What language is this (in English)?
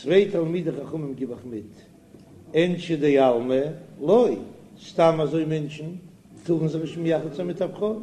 Yiddish